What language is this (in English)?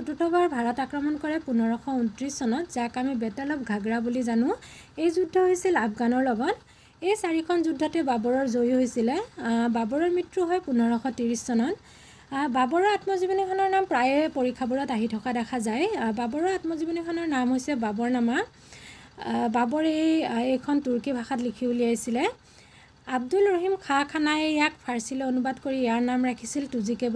Assamese